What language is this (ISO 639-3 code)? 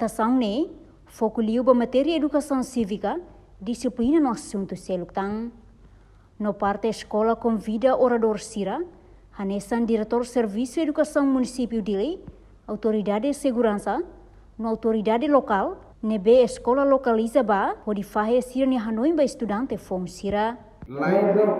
tet